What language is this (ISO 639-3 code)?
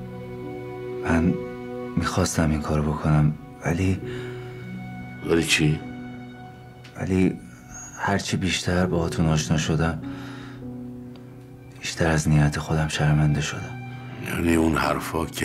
fas